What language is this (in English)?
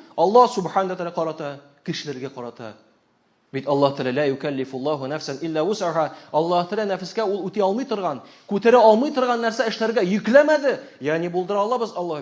Tatar